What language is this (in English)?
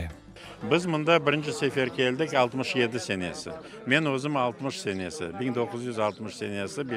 Crimean Tatar